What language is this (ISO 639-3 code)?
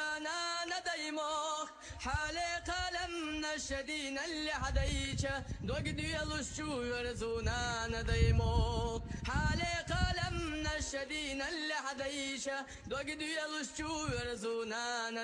che